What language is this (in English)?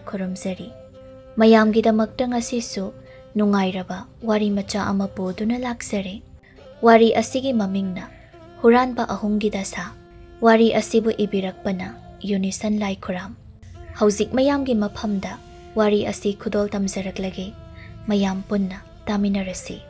Manipuri